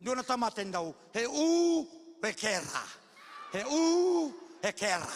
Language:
Fijian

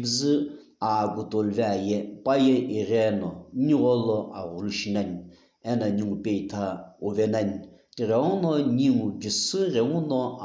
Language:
Sumi Naga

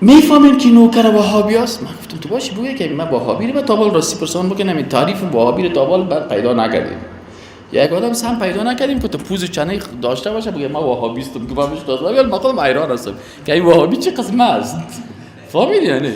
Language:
Persian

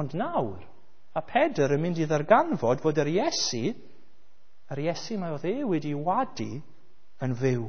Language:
Welsh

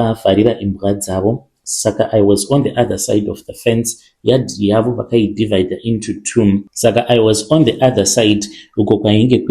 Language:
Shona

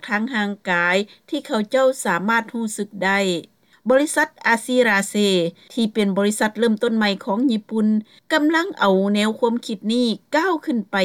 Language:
Lao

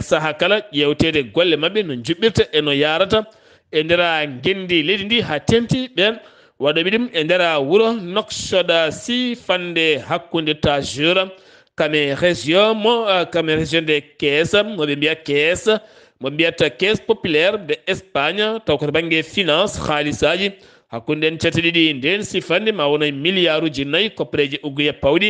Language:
Fula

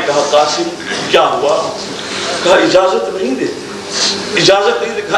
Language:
Urdu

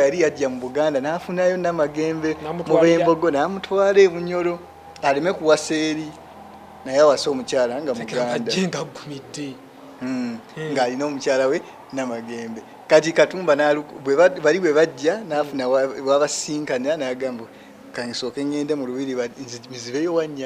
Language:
Ganda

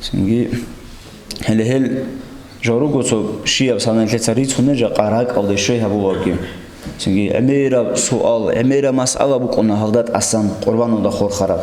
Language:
Avaric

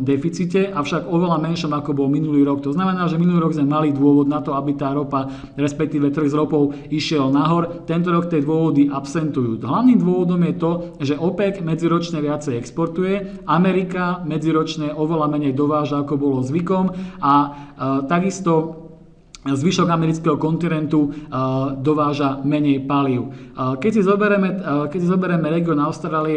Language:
Slovak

